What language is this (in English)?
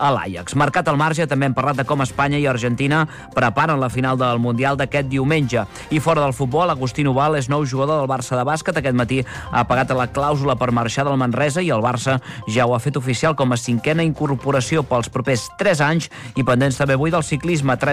Catalan